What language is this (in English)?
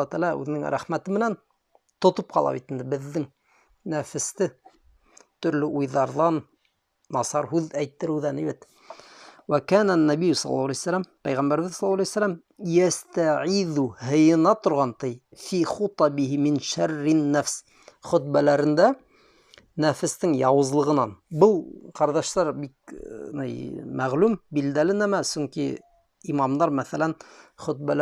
Bashkir